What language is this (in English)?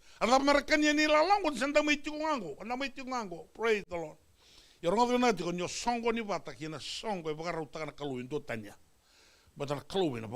Fijian